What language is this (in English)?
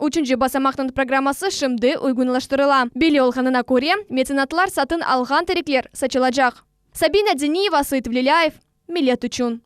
Crimean Tatar